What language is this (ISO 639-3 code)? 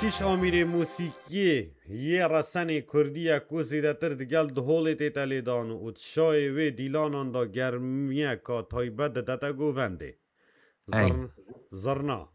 kur